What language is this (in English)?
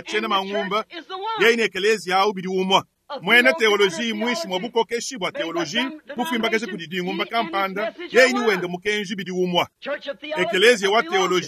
Luba-Lulua